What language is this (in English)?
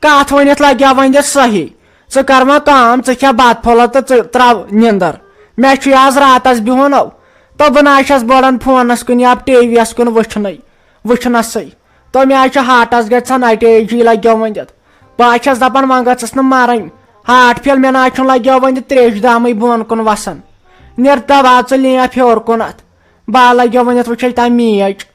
Kashmiri